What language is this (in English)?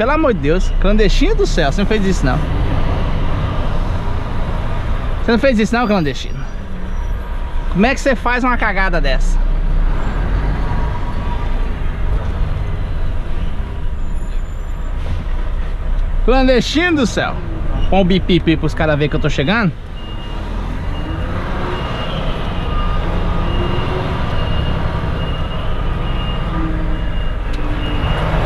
Portuguese